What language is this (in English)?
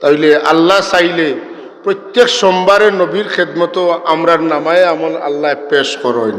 Sylheti